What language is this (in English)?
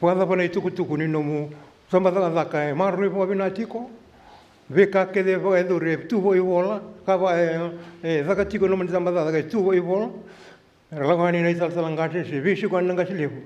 Fijian